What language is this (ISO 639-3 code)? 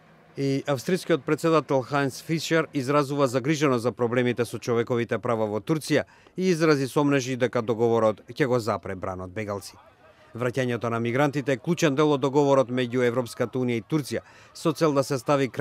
mkd